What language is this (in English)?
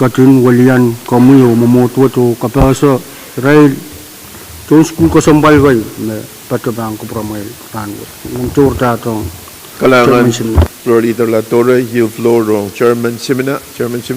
Pohnpeian